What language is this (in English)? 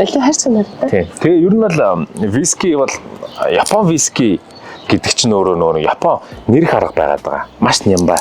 Mongolian